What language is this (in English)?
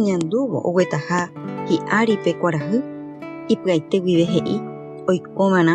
Guarani